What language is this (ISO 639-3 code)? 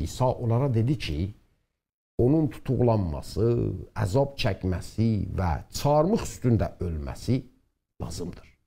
azb